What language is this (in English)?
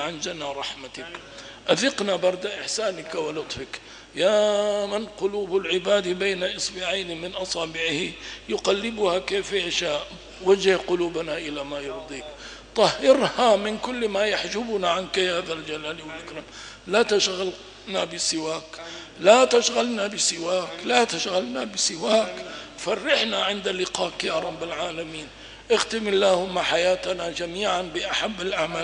Arabic